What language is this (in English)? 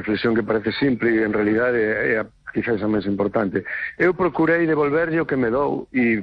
Galician